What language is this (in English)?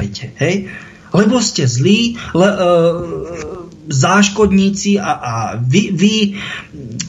Slovak